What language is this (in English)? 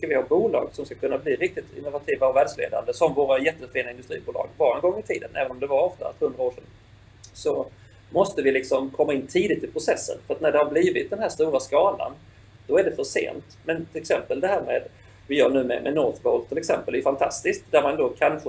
Swedish